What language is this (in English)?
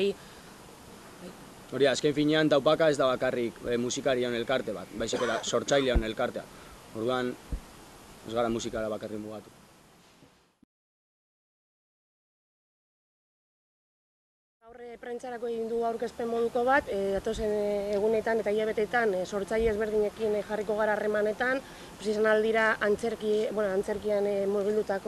Basque